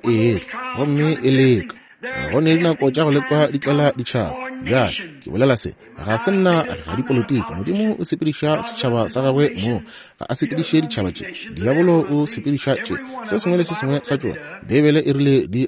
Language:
Northern Sotho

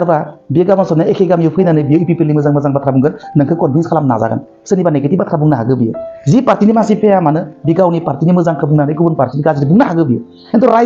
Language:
Bodo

